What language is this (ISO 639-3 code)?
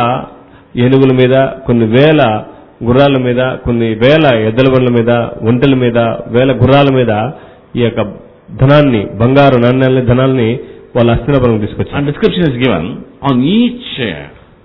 tel